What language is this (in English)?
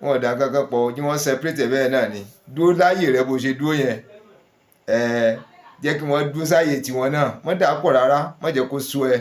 Yoruba